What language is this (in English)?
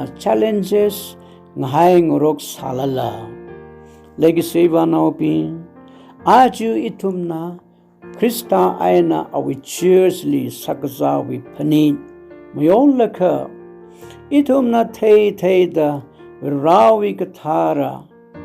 Tangkhul Naga (India)